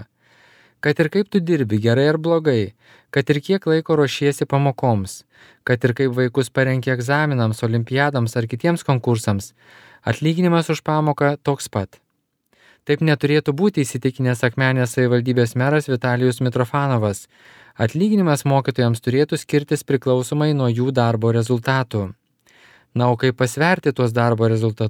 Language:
Lithuanian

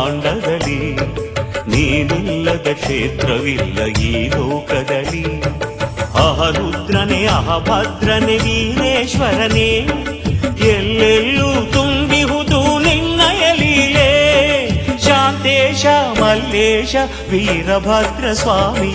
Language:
Kannada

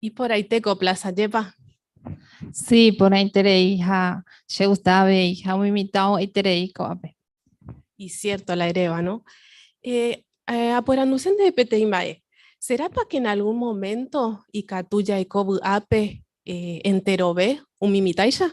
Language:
Guarani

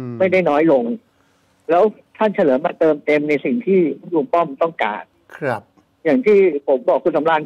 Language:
Thai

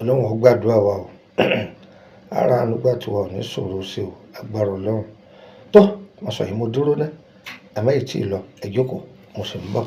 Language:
Yoruba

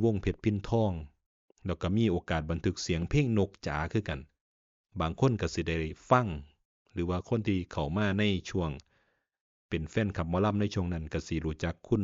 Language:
Northeastern Thai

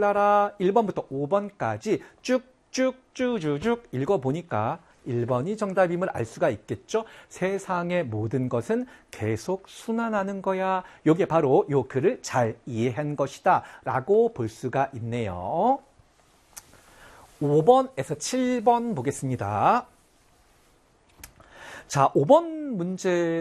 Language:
Korean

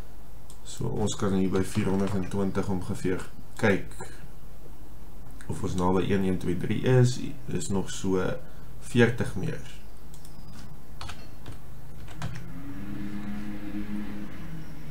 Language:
Afrikaans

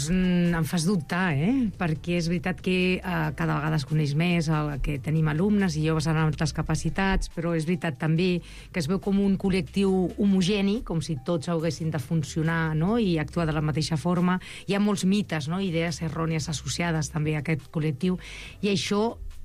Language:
Catalan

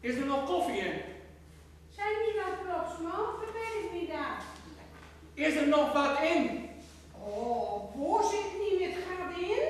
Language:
Gronings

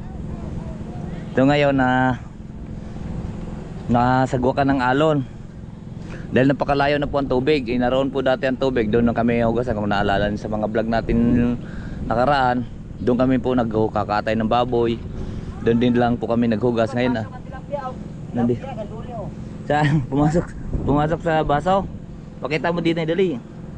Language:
Filipino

